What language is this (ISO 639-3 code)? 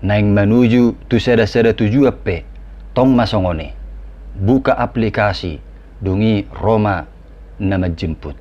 bbc